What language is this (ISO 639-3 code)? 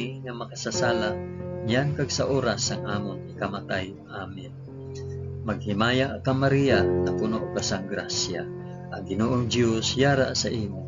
hil